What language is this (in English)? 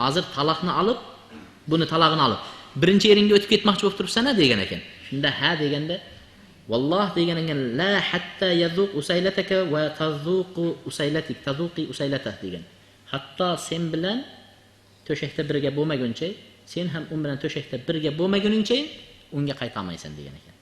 Uzbek